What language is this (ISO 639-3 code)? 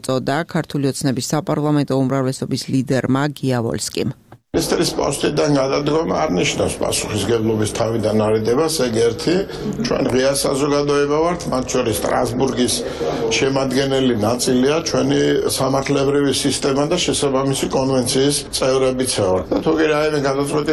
kat